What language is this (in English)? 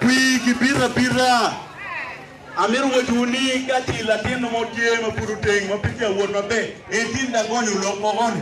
Acoli